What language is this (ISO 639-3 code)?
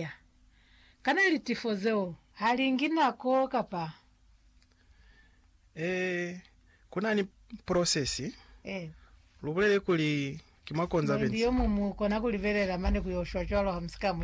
loz